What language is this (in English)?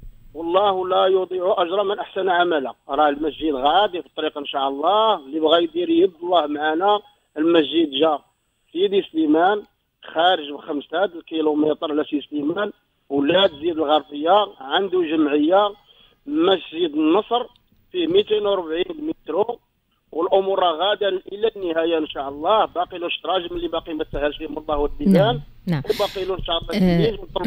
Moroccan Arabic